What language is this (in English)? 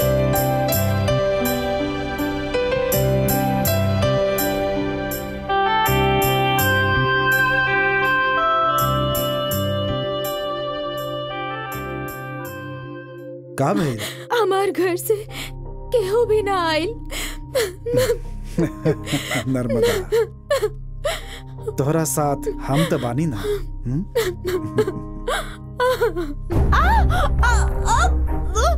Bhojpuri